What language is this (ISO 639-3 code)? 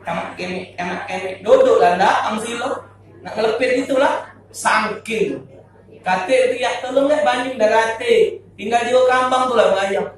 mui